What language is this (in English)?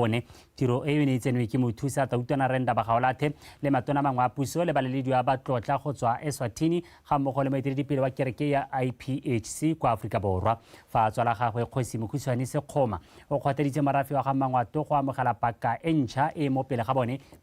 Tswana